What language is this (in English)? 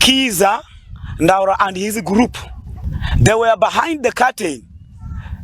Nyankole